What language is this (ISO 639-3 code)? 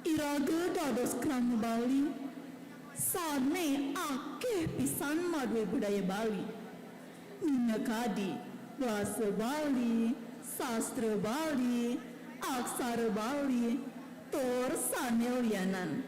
ban